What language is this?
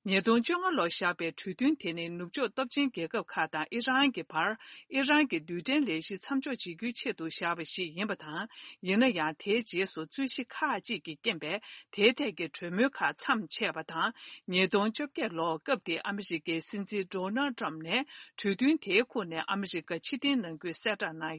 Tibetan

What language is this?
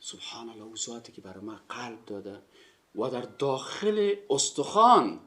Persian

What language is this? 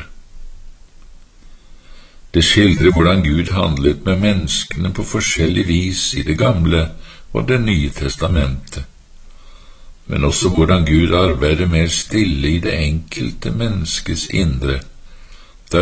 Norwegian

